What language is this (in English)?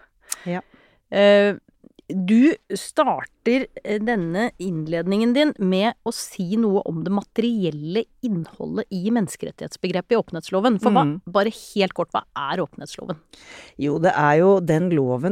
Norwegian